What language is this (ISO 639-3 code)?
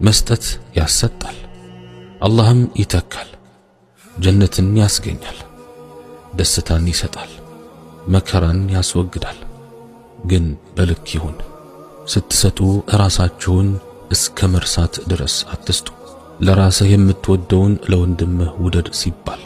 amh